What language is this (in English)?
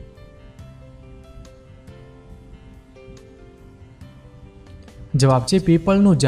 Gujarati